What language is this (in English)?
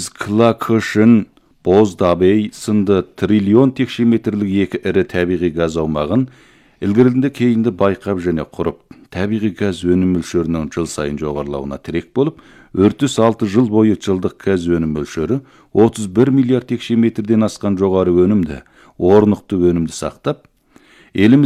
Kazakh